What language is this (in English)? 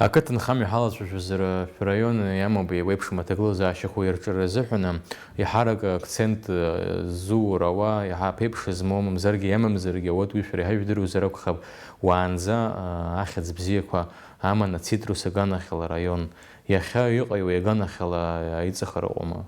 Abkhazian